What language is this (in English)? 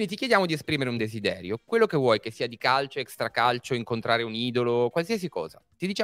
Italian